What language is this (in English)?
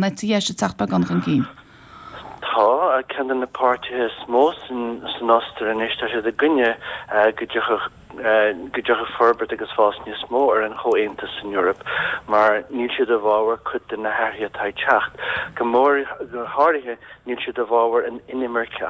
Irish